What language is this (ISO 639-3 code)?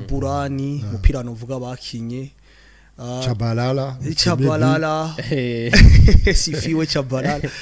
run